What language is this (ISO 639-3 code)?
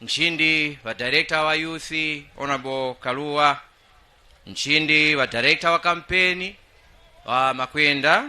nya